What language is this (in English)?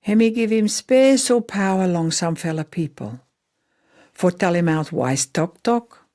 Pijin